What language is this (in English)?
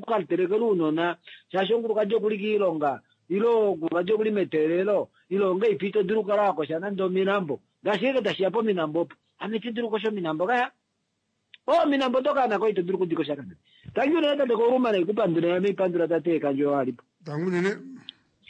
Kuanyama